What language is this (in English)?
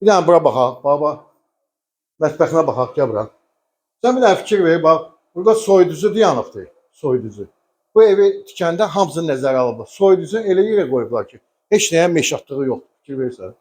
Azerbaijani